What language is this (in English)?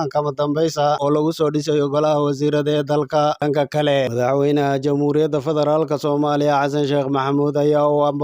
Somali